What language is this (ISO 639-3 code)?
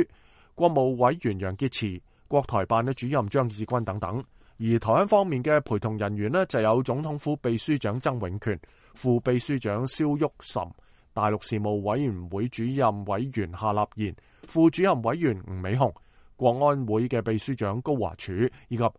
yue